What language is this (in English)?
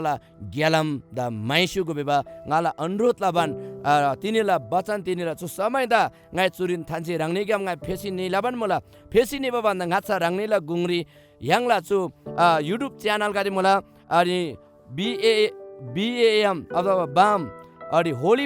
Eastern Tamang